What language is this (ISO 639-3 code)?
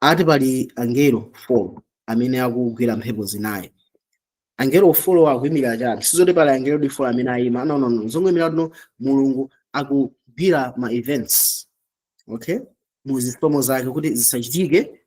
nya